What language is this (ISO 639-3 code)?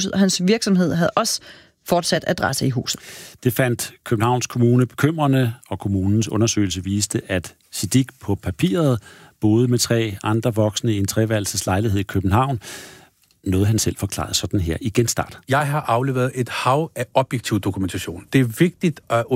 dan